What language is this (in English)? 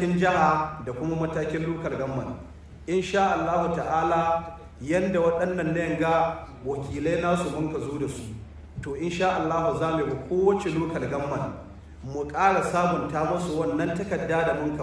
Hausa